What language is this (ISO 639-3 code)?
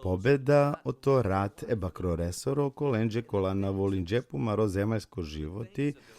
rmn